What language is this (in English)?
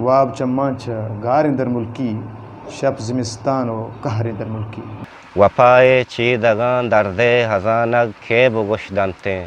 Eastern Balochi